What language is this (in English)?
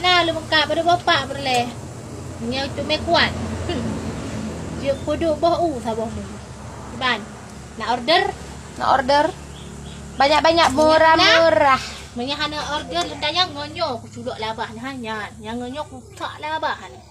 Achinese